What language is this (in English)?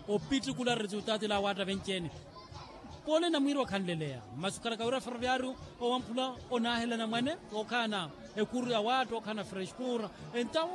Makhuwa